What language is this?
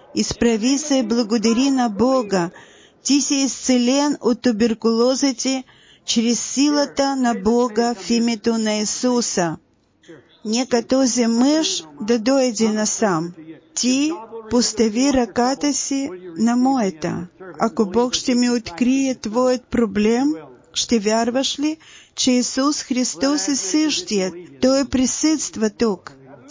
Bulgarian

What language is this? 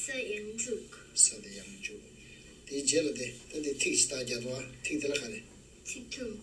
Tibetan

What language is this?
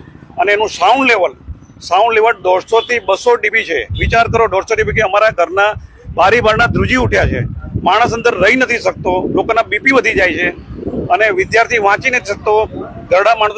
Gujarati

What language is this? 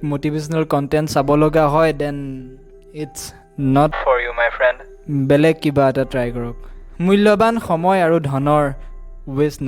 Assamese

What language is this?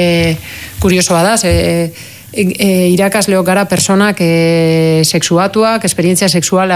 Basque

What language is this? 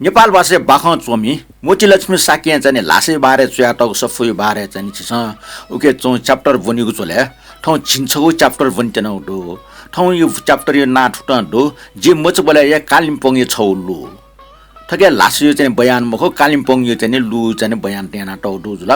Newari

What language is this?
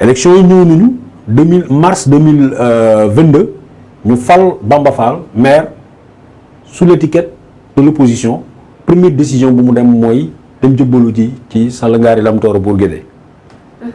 Wolof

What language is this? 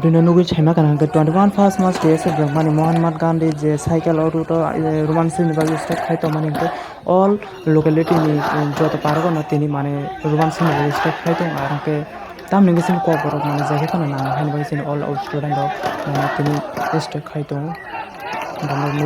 Kok Borok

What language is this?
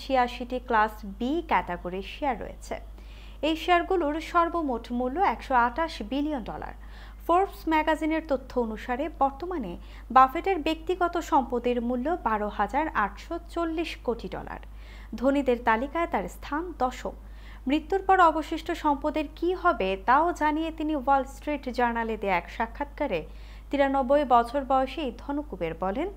Bangla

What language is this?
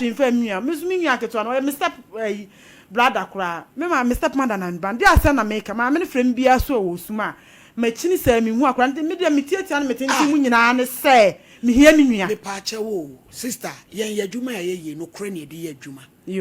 Akan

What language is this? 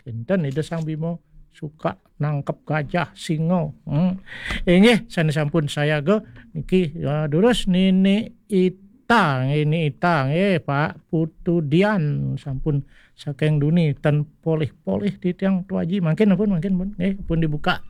Balinese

